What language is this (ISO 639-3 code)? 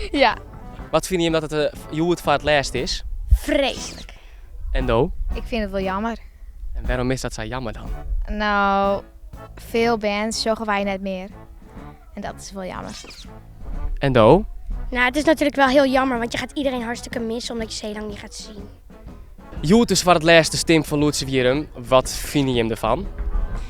fry